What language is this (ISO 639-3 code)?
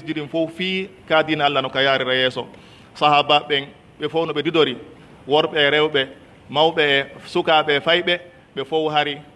fuf